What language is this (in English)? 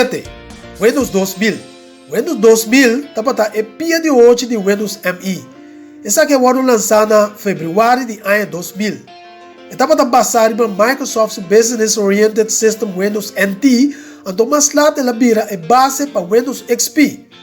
Papiamento